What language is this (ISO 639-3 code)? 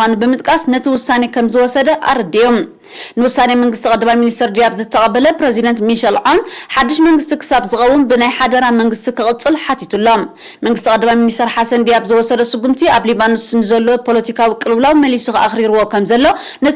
tir